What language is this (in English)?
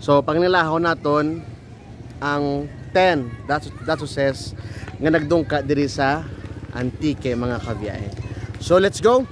Hiligaynon